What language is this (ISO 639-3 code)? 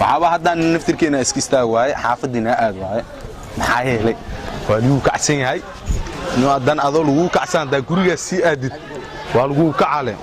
som